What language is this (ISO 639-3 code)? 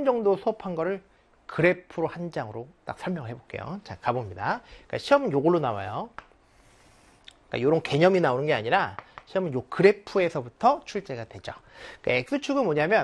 kor